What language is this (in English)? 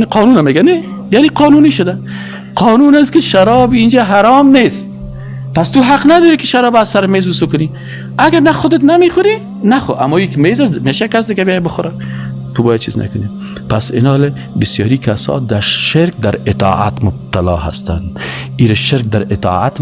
Persian